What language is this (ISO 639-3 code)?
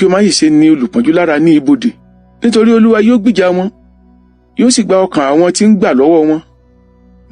yor